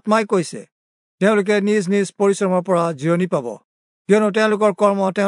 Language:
Assamese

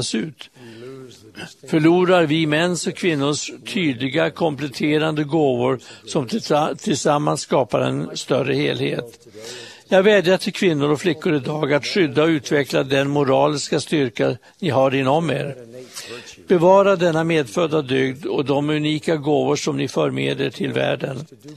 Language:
Swedish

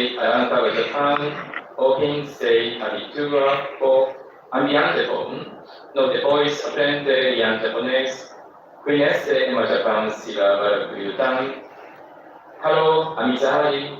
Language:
Tetum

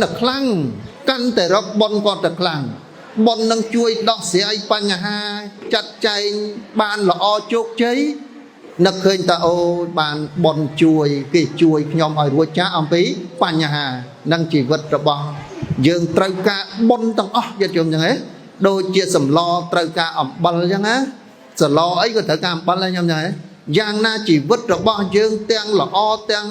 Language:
Khmer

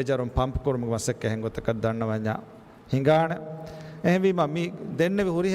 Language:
Divehi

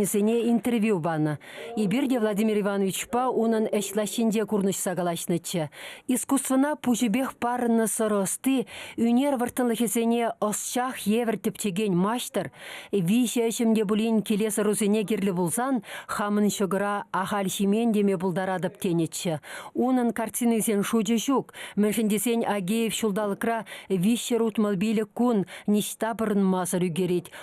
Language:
Chuvash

